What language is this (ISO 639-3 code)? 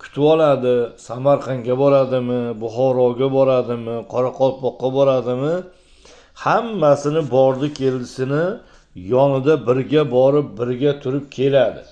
uzb